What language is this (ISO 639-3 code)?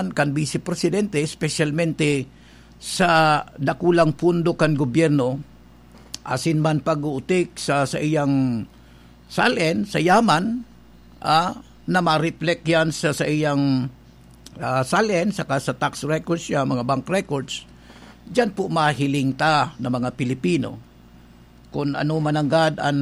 bik